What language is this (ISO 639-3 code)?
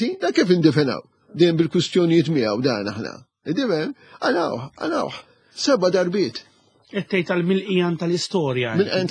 mlt